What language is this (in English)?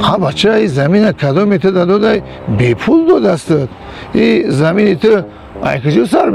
Tajik